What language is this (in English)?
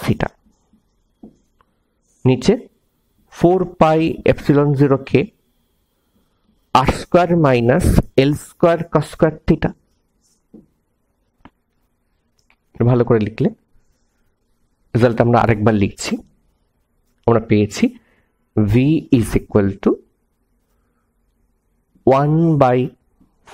Bangla